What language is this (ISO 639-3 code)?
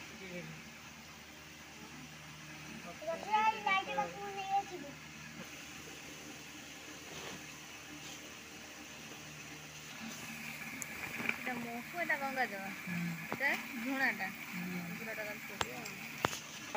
ori